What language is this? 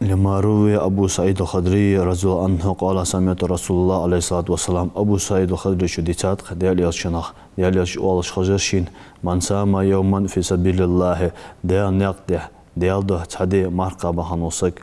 Ingush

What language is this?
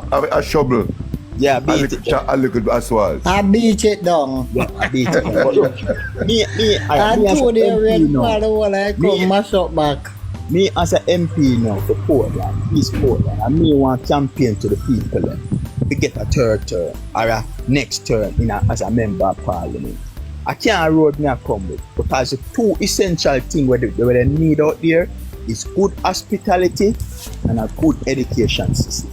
Jamaican Creole English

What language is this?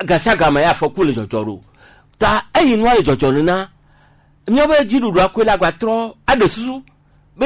Gen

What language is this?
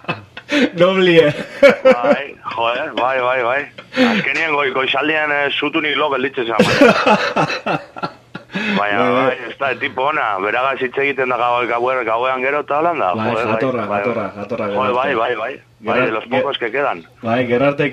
Basque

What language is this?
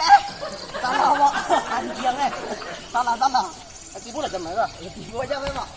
Minangkabau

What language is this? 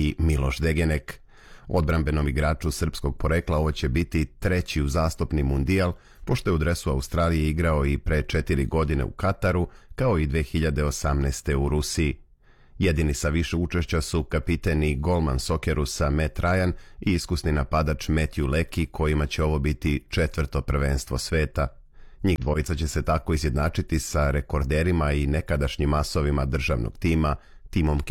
Serbian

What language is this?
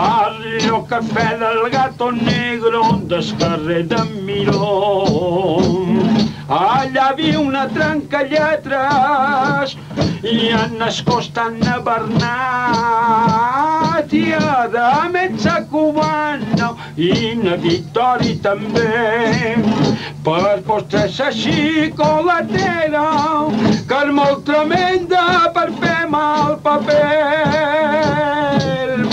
Catalan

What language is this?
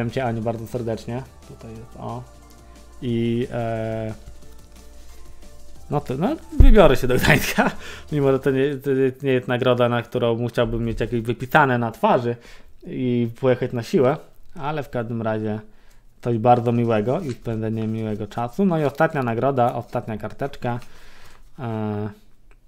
Polish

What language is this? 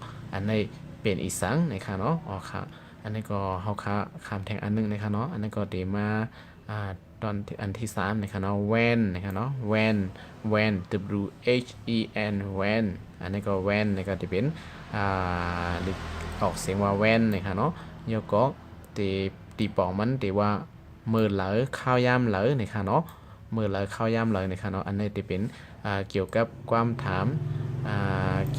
Shan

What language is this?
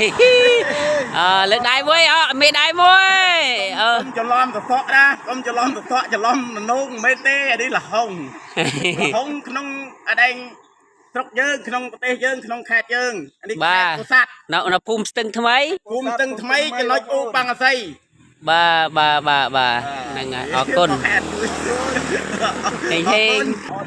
Khmer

